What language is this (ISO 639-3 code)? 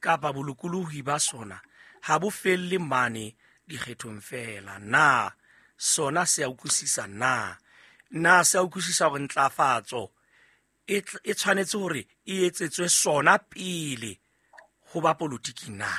sot